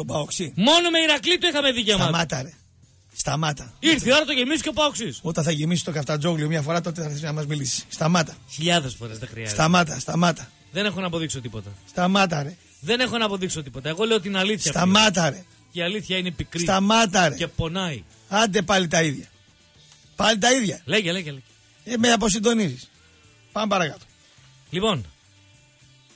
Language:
Greek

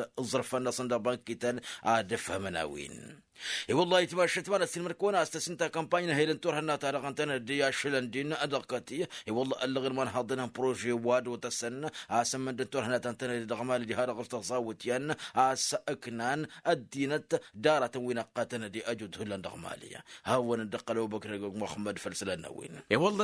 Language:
Tamasheq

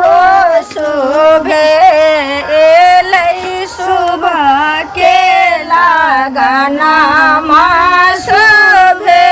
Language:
Maithili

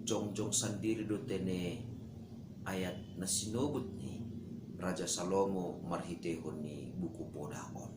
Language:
Batak Simalungun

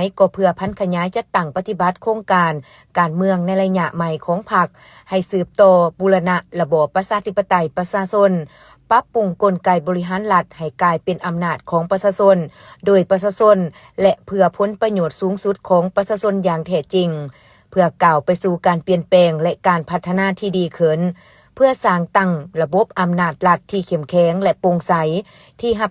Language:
Lao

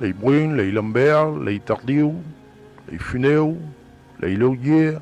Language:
Occitan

